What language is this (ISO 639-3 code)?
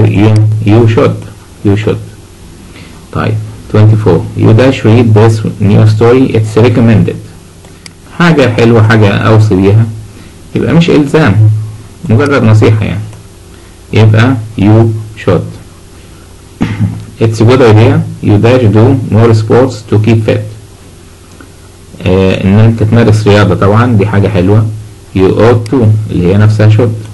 arz